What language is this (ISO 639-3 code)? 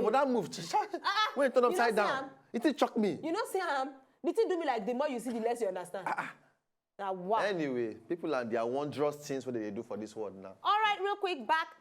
pcm